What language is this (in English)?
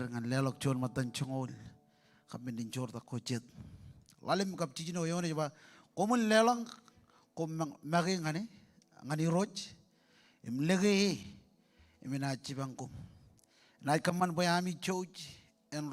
Marshallese